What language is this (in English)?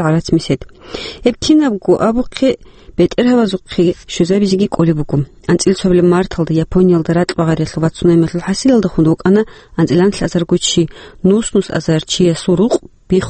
Avaric